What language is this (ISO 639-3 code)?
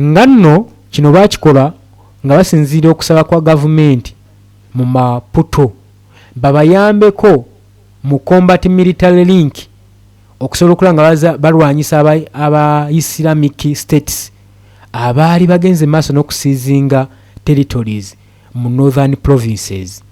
lug